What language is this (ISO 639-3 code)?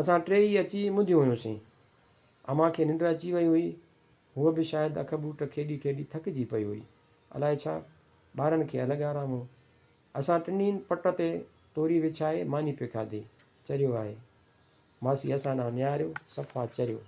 snd